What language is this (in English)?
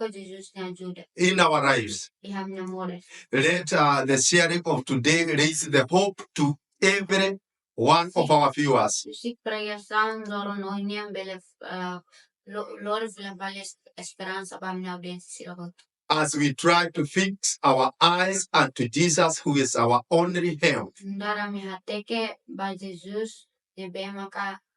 Tetum